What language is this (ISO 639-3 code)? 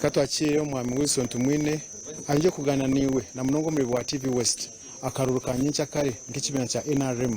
nyn